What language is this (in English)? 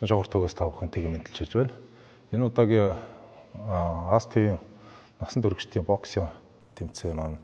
Mongolian